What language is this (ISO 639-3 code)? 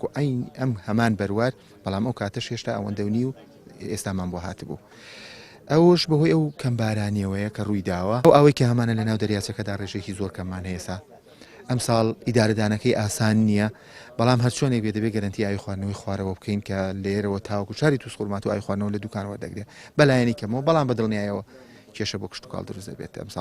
ckb